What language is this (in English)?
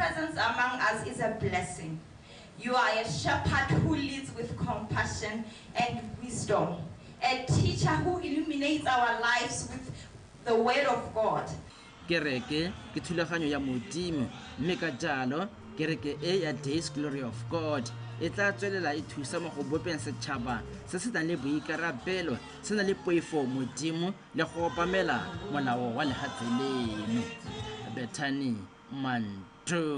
Tswana